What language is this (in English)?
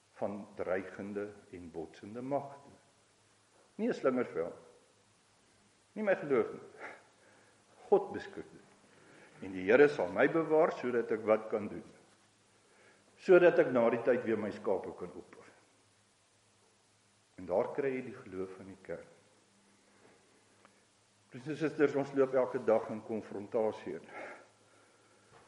Afrikaans